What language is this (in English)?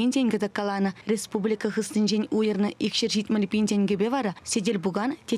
Chuvash